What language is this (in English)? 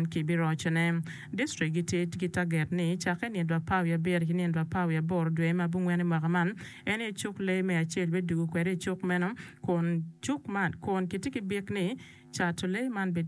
Acoli